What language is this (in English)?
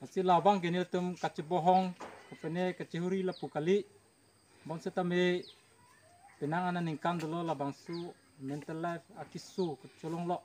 Karbi